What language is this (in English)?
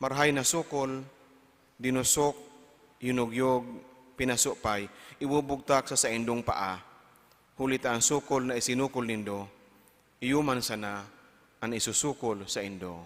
Bikol